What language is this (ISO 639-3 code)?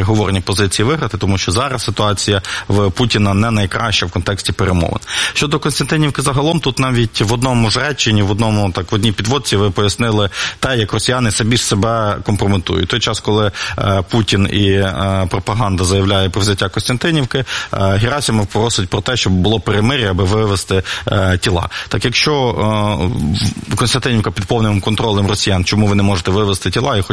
ukr